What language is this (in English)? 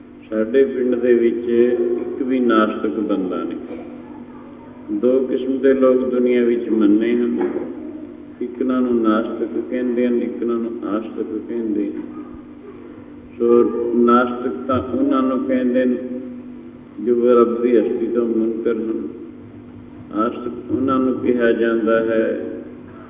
Punjabi